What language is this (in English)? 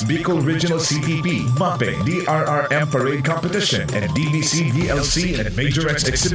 Bikol